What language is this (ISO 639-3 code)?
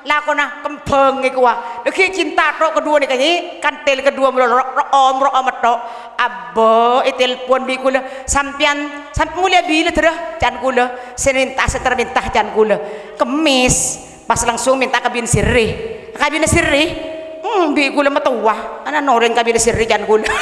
mad